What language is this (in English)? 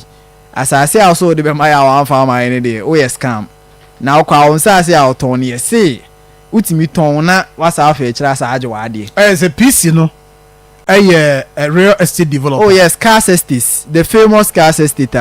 Akan